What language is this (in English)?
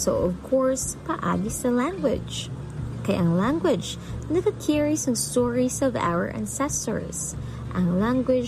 Hiligaynon